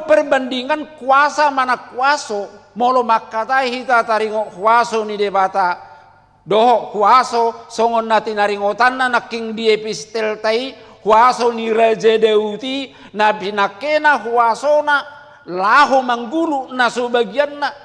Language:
Batak Toba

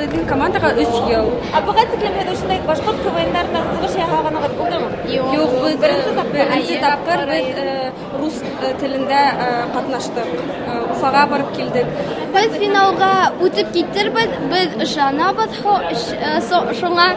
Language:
Bashkir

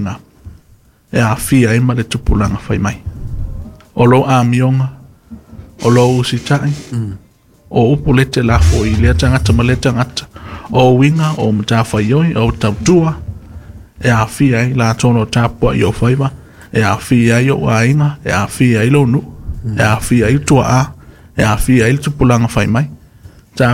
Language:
Samoan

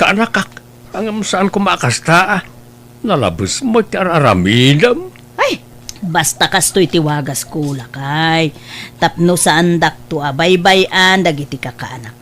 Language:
Iloko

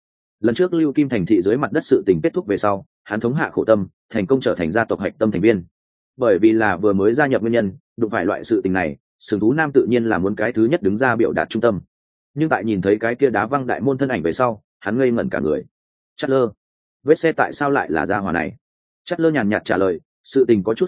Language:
Vietnamese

